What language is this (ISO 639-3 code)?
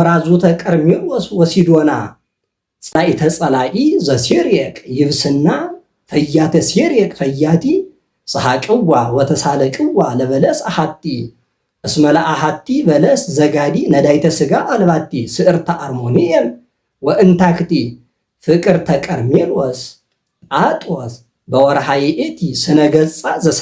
amh